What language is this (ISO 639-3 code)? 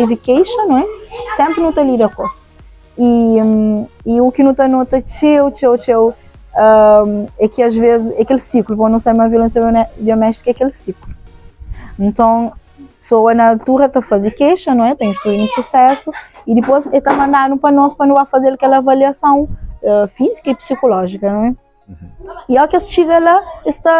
kea